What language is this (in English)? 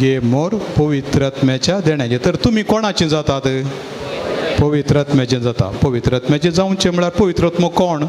Konkani